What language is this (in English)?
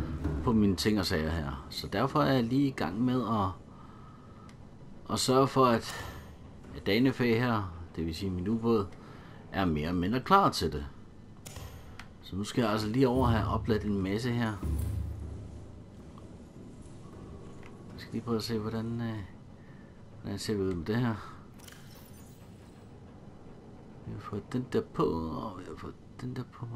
Danish